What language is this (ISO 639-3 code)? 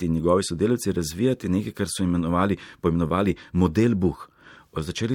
slv